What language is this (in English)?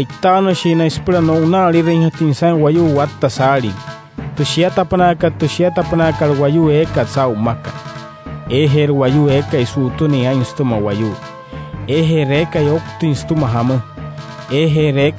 Wayuu